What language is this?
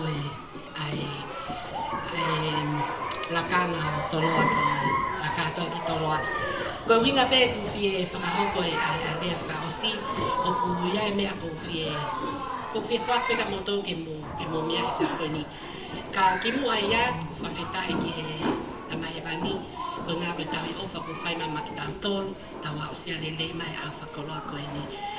Tongan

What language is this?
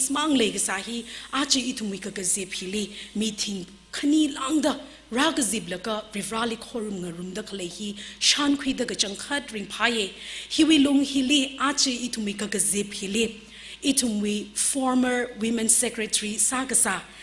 Tangkhul Naga (India)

